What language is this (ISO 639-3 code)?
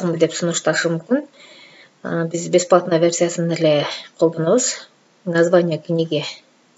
kir